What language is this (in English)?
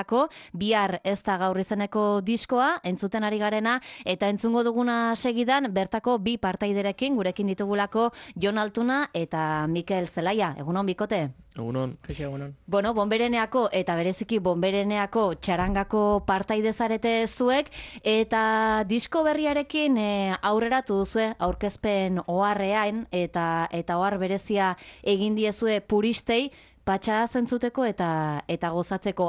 Basque